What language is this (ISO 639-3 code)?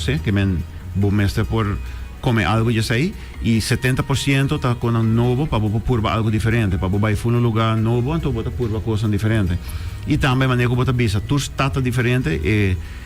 pap